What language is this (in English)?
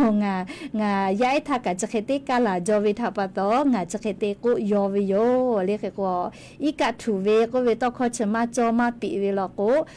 Lahu